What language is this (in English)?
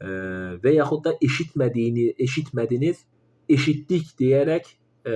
Azerbaijani